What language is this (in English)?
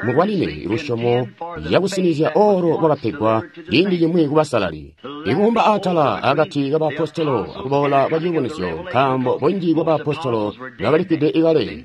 Tonga (Zambia)